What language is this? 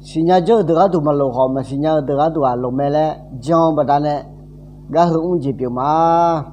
Akha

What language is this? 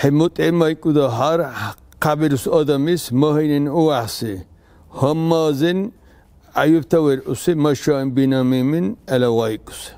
Dargwa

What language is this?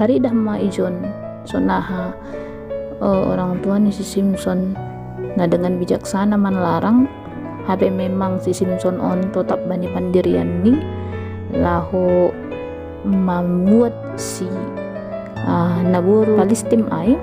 Batak Simalungun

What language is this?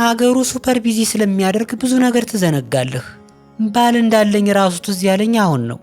Amharic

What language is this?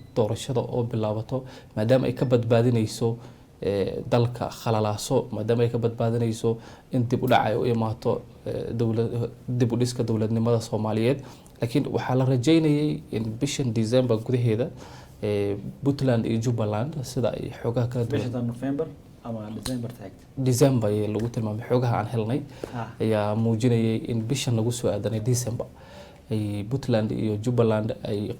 Somali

